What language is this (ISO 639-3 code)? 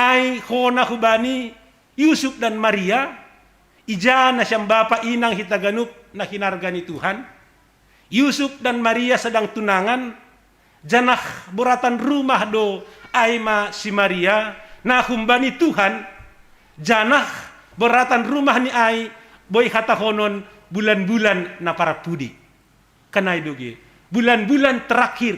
bts